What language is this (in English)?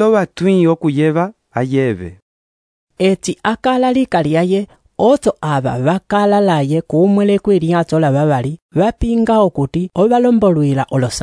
Umbundu